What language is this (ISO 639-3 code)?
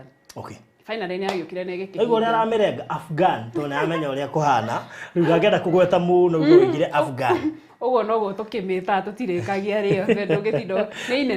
kik